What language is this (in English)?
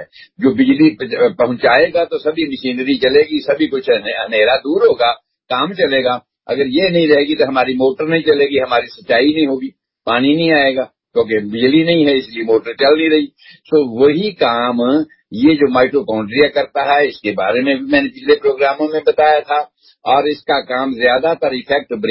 Urdu